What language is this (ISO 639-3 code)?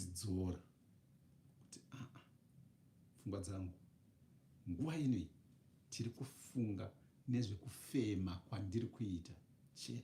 sna